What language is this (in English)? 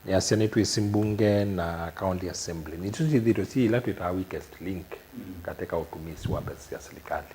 Kamba